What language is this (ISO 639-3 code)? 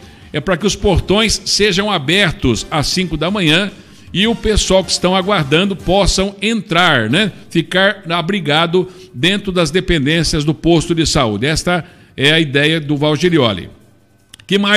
por